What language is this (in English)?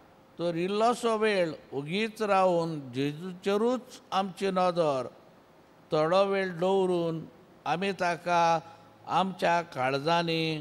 Konkani